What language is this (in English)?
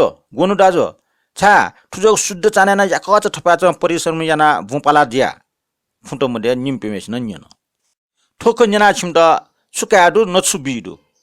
Newari